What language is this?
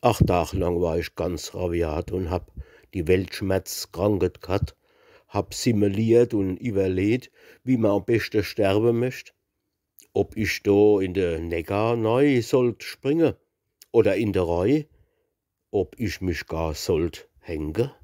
Palatine German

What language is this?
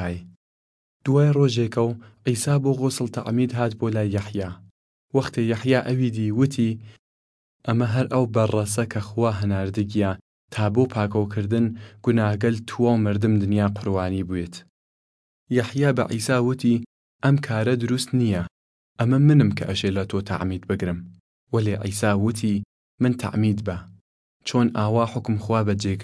Southern Kurdish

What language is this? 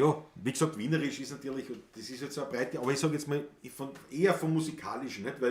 Bavarian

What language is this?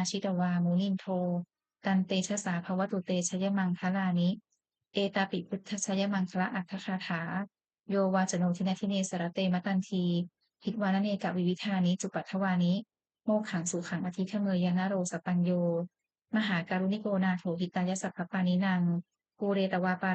Pali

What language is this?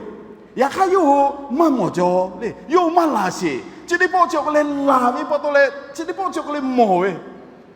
Lahu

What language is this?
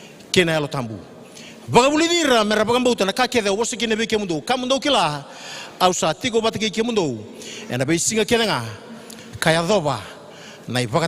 Fijian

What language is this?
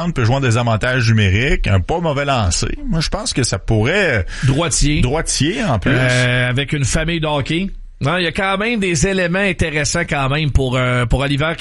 French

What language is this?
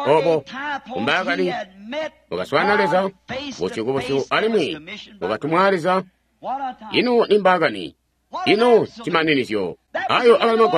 Tonga (Zambia)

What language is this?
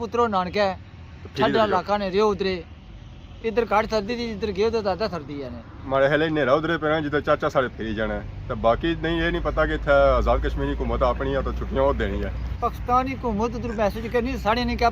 Pahari-Potwari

